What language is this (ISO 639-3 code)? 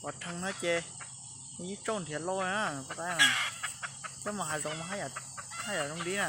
hmn